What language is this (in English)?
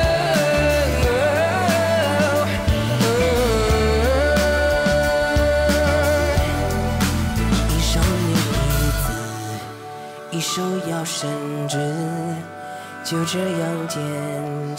Chinese